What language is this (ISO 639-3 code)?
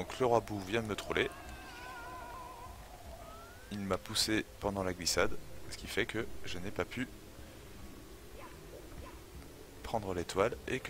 fra